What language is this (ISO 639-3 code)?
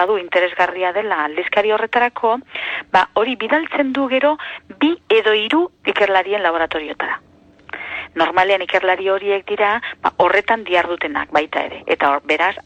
eus